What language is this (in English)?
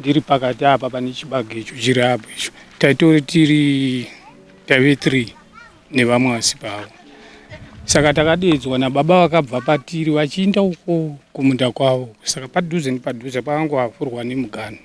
Shona